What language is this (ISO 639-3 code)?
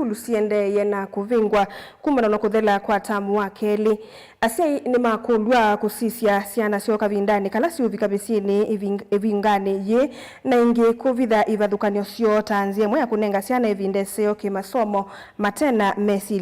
kam